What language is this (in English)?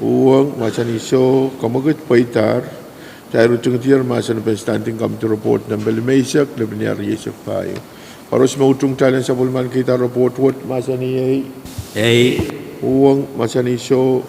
Pohnpeian